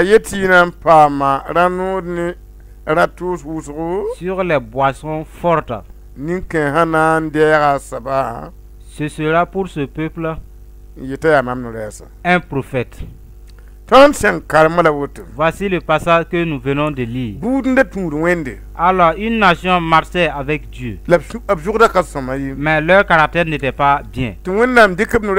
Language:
Mossi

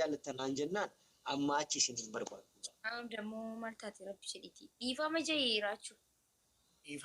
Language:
Oromo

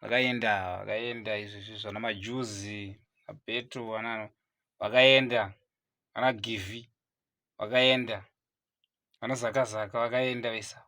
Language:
Shona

